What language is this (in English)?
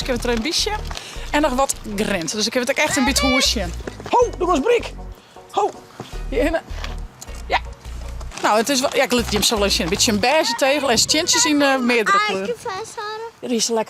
Western Frisian